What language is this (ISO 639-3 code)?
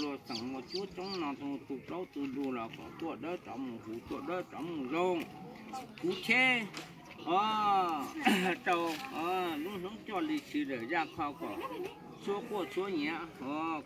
hmn